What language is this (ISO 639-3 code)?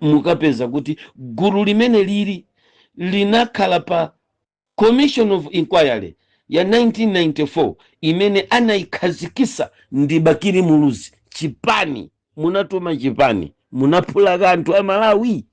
nya